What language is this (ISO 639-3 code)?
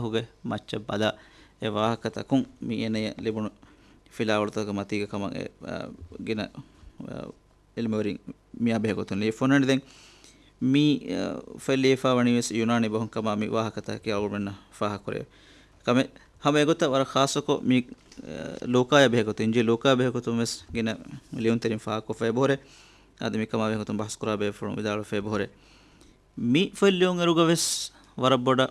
div